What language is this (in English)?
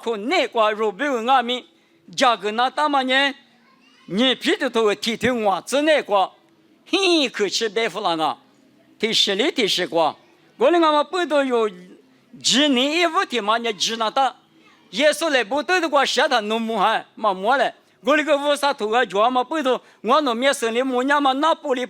Lisu